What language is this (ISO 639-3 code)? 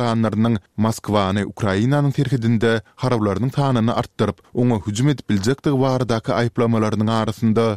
tuk